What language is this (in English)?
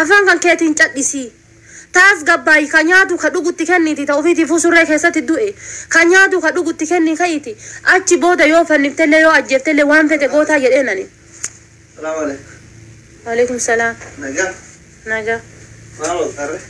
Oromo